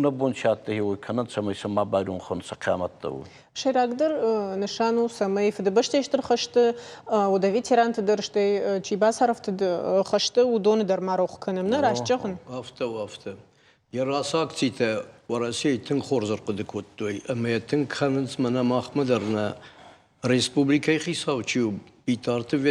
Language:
Ossetic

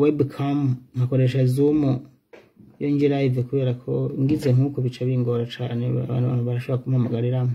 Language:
Rundi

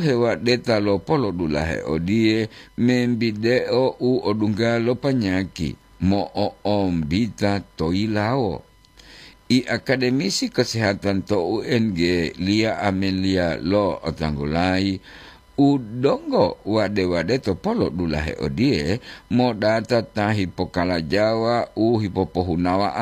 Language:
Gorontalo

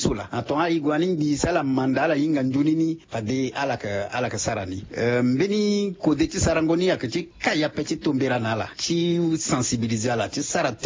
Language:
Sango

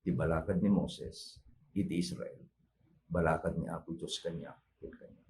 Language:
Iloko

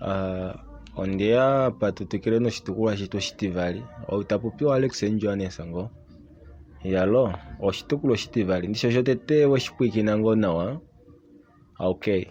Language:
Kuanyama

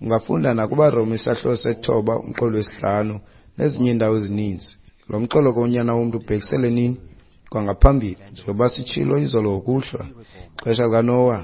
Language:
Xhosa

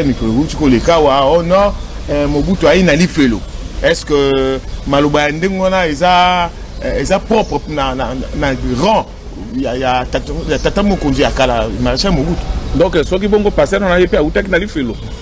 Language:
Lingala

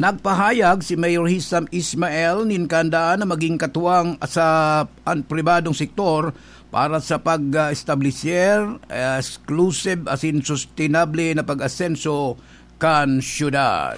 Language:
Bikol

